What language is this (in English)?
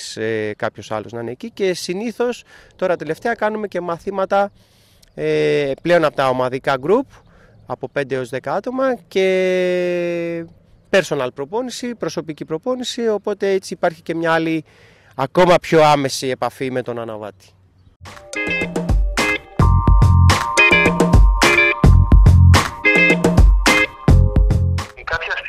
Greek